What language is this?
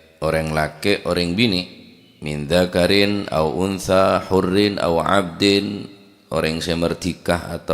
Madurese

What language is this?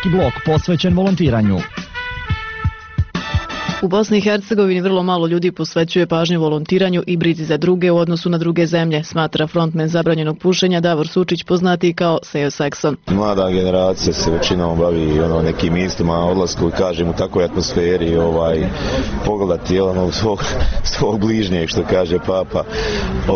Bosnian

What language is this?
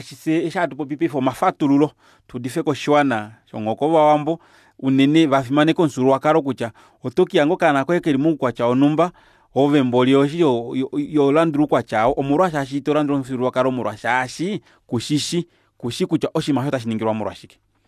Kuanyama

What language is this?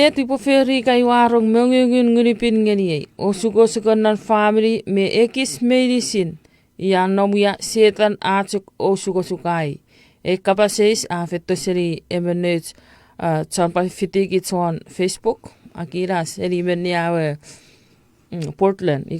Chuukese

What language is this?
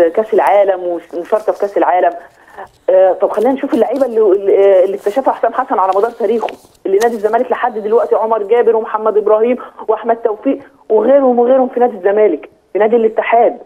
Egyptian Arabic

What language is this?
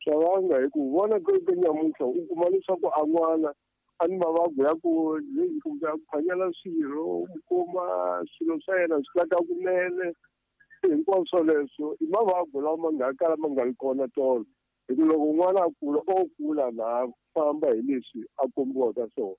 Tsonga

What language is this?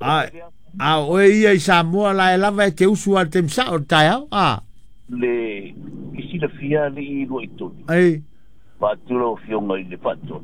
Samoan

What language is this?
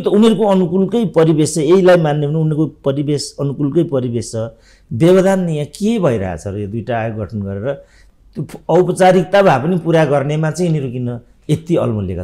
Nepali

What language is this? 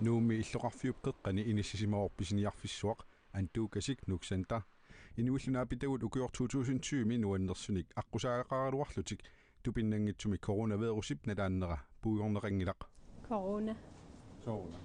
Kalaallisut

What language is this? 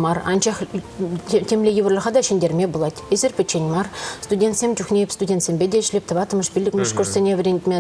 Chuvash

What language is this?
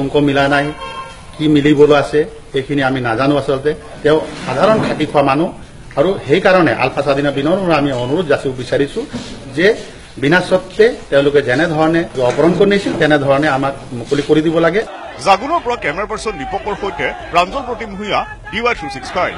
Assamese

